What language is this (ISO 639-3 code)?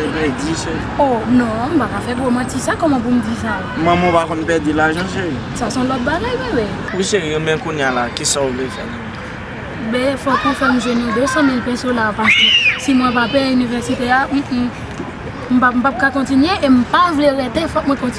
hat